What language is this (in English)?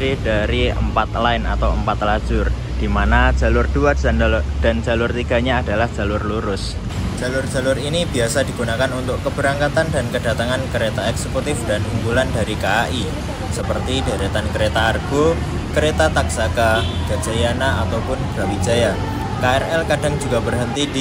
Indonesian